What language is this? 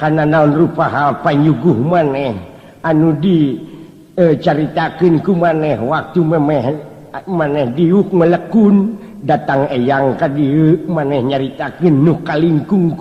Sundanese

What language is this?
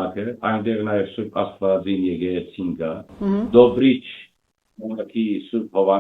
Western Armenian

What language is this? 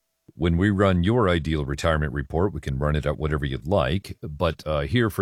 English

